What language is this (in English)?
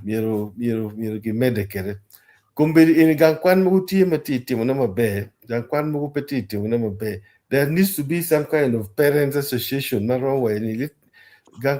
Acoli